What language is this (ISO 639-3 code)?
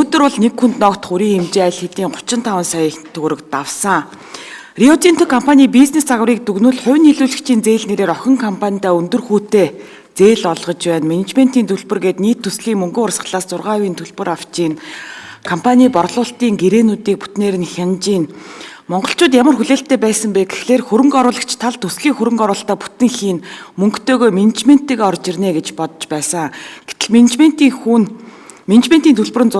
mon